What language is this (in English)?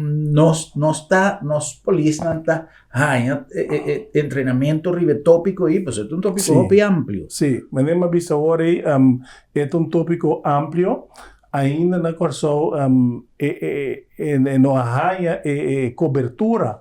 Papiamento